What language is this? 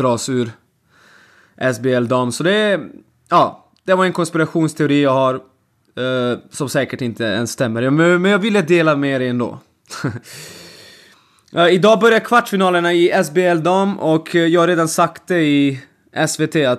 Swedish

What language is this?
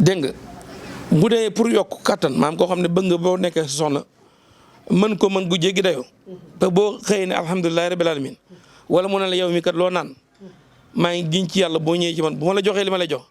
Wolof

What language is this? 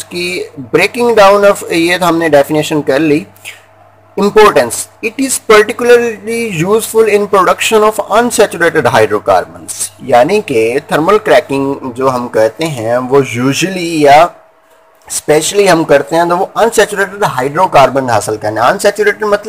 Hindi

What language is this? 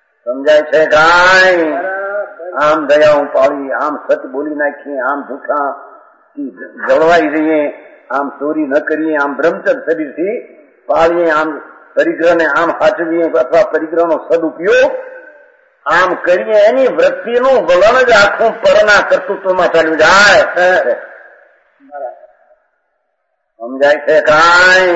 Gujarati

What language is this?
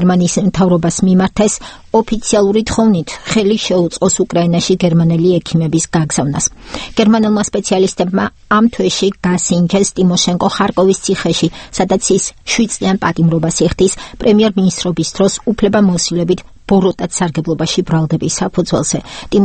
Georgian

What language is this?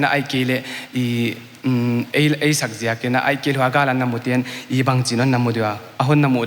Paite Chin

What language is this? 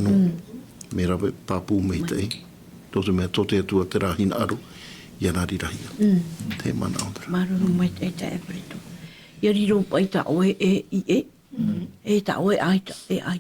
Tahitian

